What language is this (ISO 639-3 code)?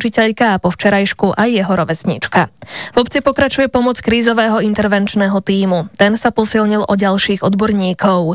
slk